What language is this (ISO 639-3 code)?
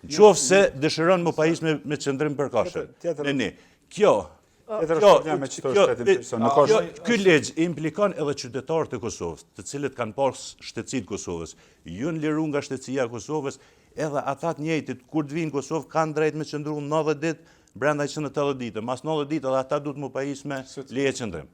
sqi